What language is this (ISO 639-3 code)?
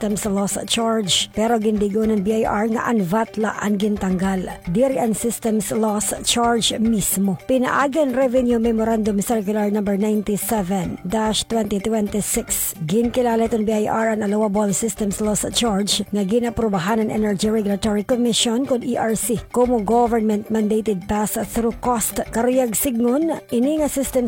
war